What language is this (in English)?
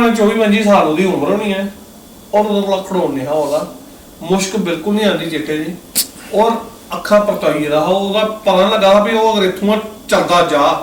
Dogri